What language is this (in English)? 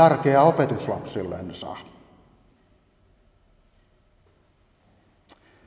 Finnish